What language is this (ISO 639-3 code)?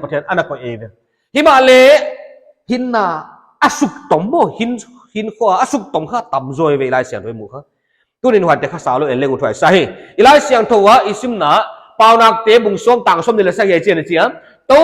pck